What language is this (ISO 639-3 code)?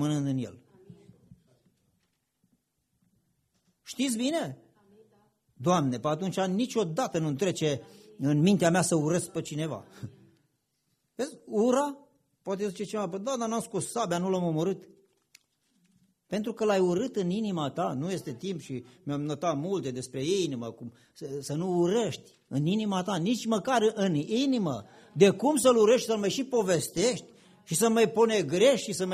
ron